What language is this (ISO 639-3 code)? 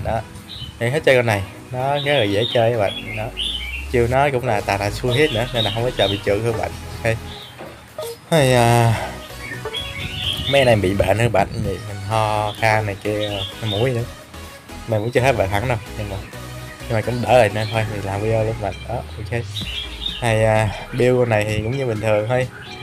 vie